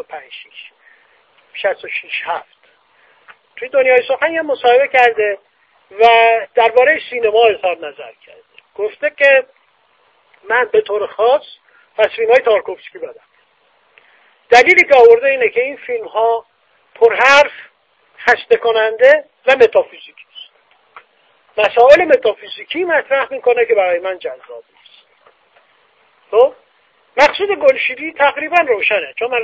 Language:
Persian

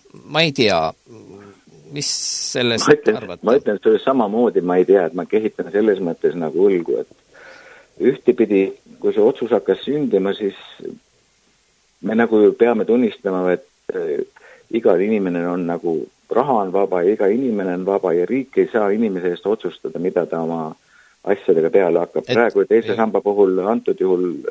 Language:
Estonian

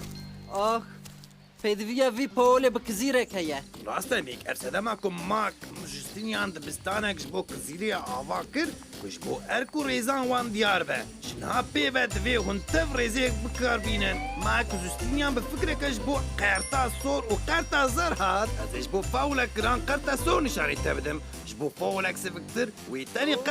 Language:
Kurdish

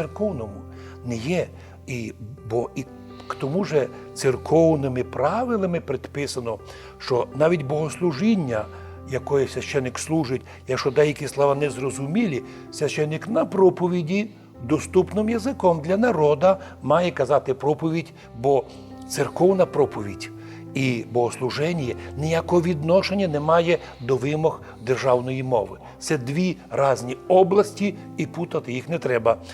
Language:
Rusyn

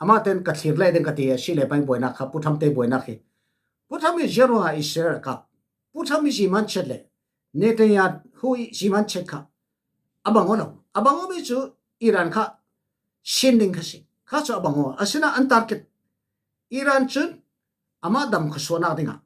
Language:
Falam Chin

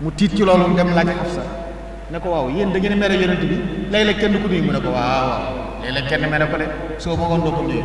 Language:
Wolof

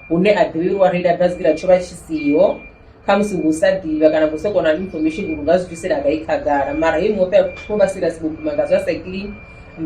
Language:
Venda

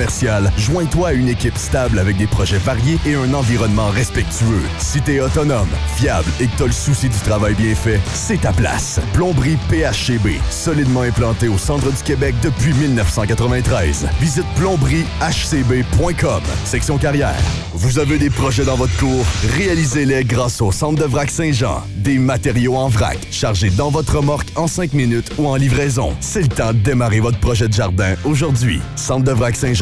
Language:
French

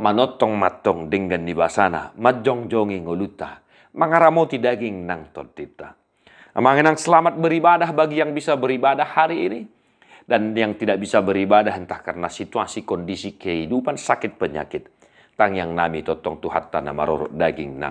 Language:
Batak Toba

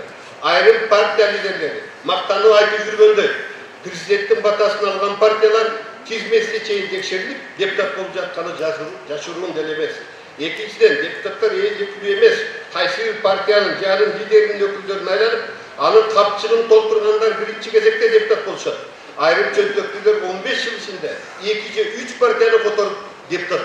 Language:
Kyrgyz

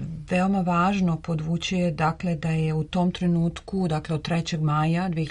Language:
Serbian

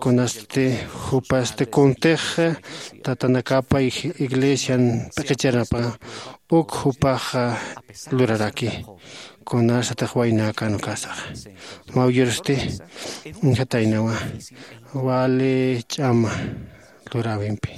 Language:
Aymara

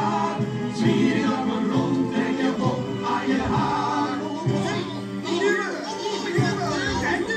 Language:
Dutch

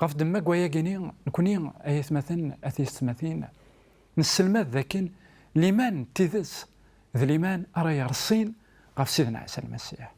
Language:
Kabyle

